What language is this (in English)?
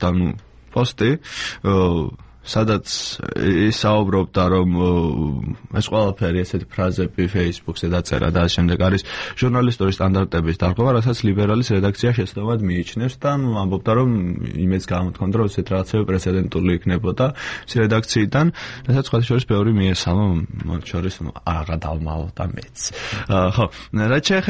Georgian